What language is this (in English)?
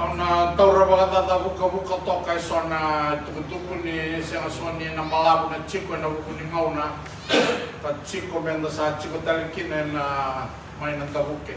Fijian